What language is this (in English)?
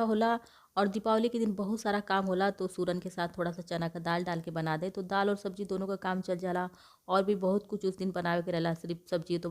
Bhojpuri